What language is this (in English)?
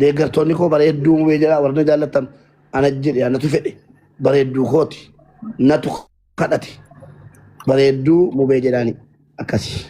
Oromo